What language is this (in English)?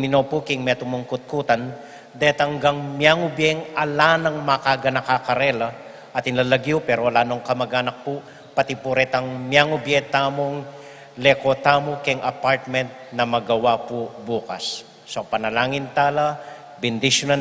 Pampanga